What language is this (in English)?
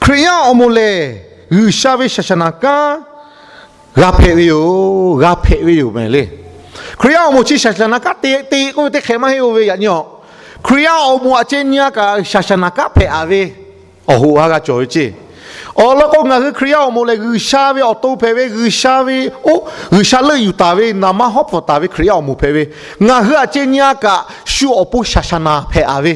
Lahu